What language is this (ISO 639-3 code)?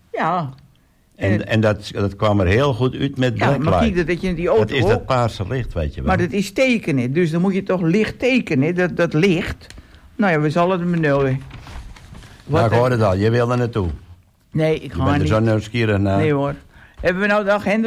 nld